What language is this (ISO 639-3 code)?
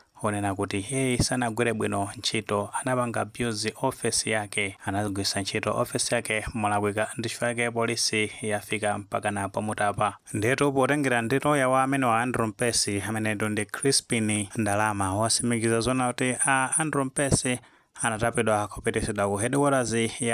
nya